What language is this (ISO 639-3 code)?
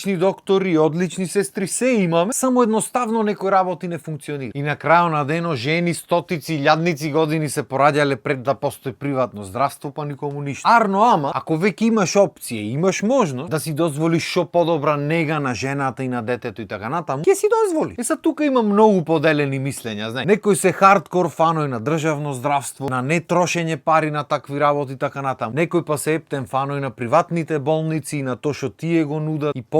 mkd